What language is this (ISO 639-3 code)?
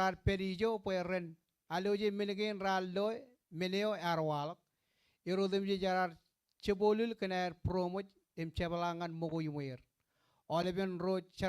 mah